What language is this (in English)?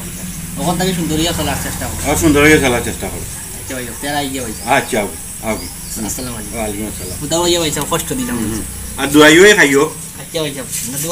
Sylheti